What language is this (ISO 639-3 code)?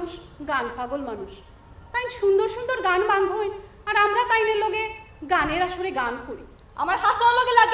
syl